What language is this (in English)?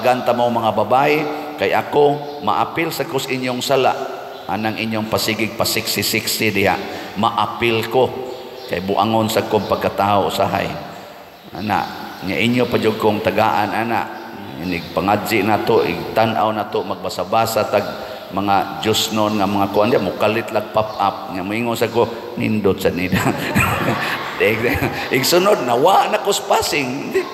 Cebuano